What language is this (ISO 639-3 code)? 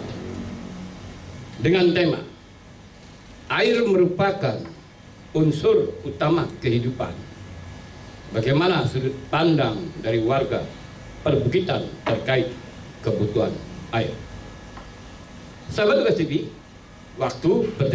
ind